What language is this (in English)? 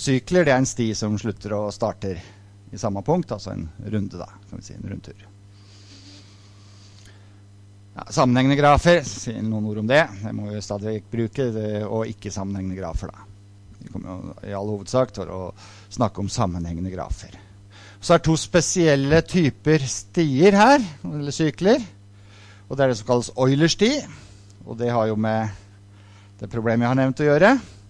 Norwegian